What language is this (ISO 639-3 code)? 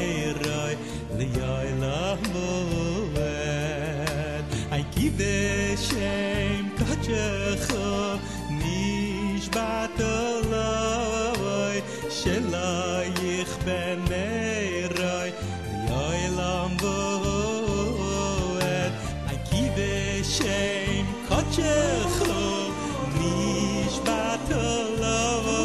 heb